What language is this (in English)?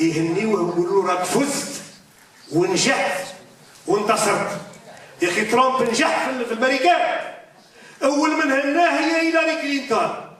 Algerian Arabic